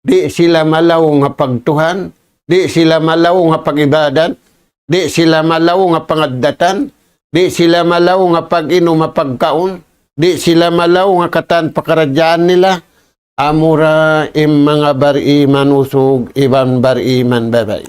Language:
Tausug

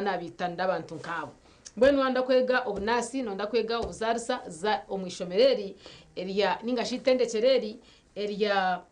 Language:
Nyankole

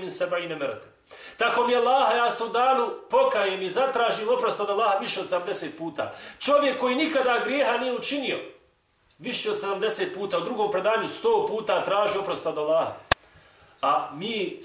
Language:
Bosnian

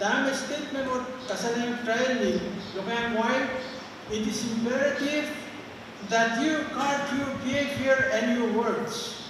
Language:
Pohnpeian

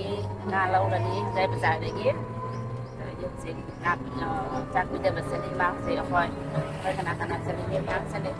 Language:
Manipuri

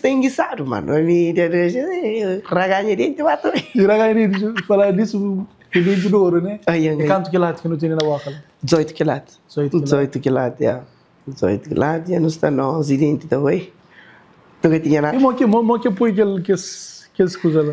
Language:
Kabuverdianu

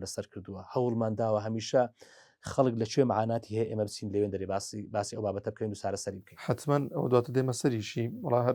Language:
Central Kurdish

